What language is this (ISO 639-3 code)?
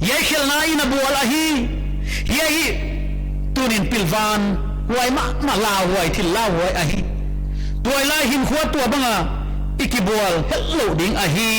pck